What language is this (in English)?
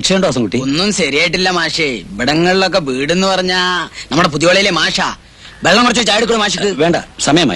Malayalam